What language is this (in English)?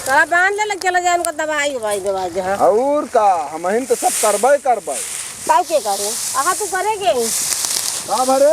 Awadhi